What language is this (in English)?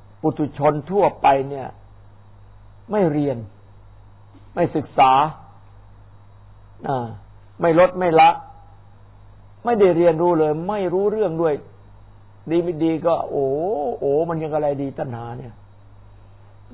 Thai